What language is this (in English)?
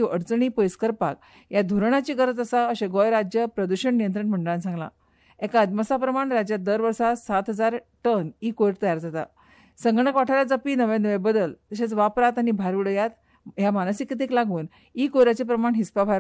Konkani